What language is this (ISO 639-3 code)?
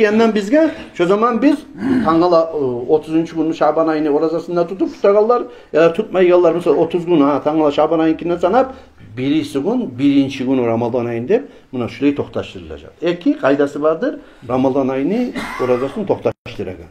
kum